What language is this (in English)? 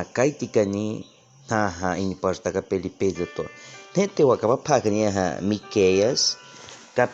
Baniwa